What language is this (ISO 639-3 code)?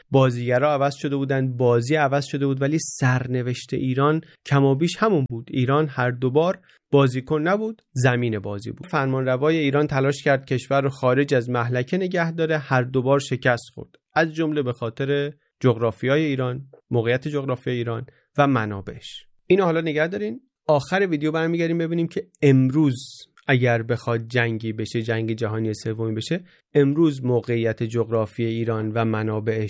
fas